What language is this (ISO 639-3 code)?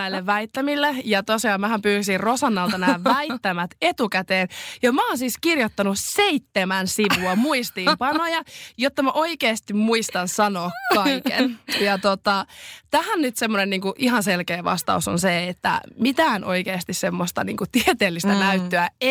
fin